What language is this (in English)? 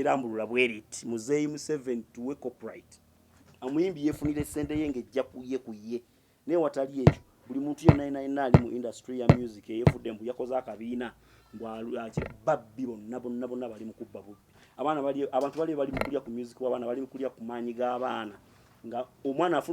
Ganda